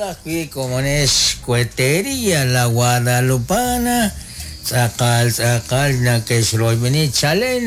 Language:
Kekchí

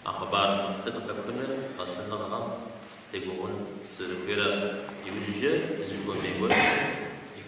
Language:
Kabardian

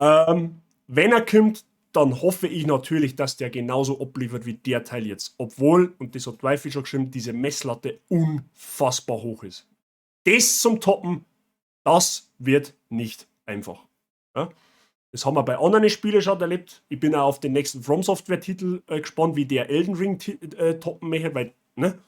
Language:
Bavarian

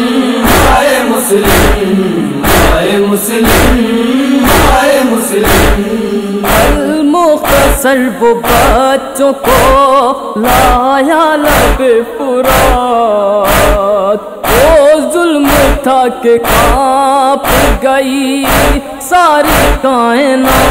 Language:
Urdu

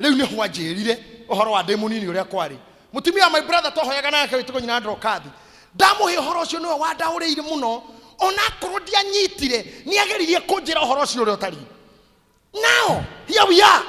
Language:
Kikuyu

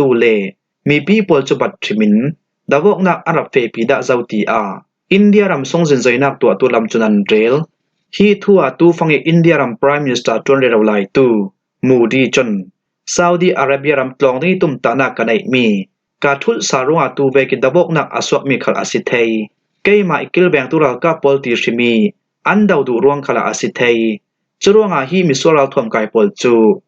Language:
Falam Chin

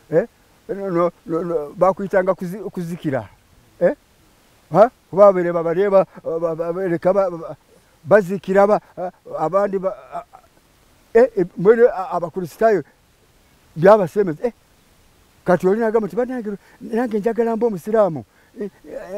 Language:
Nyankole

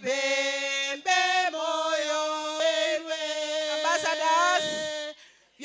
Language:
Gusii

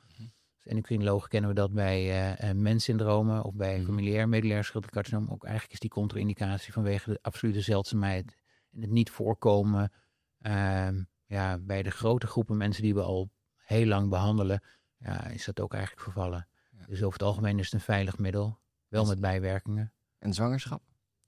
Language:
Dutch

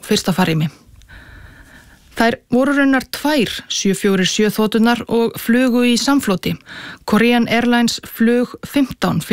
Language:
Icelandic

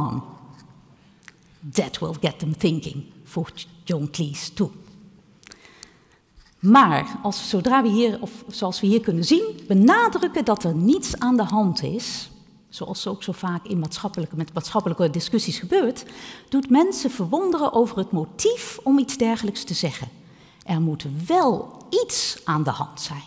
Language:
Dutch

